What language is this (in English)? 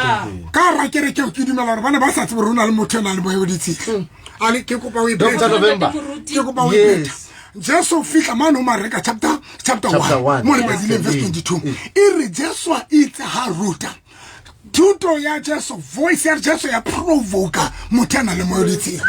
Southern Sotho